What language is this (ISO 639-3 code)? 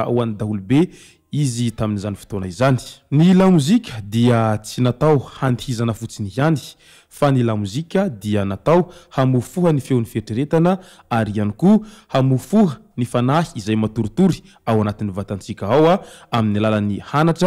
mlg